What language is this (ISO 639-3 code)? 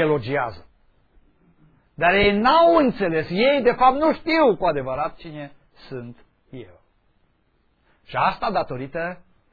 ron